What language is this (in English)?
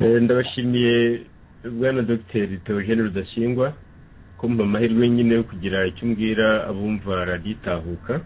Kinyarwanda